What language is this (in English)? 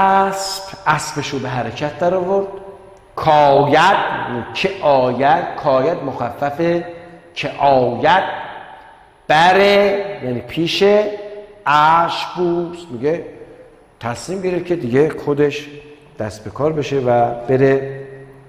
Persian